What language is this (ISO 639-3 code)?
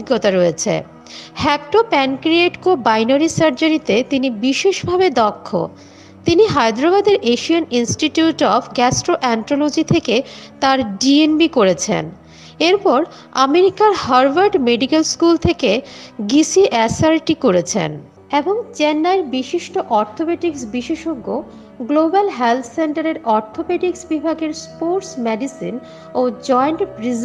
ben